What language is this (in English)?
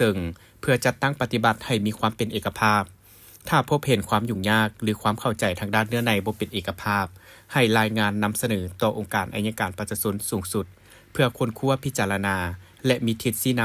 Lao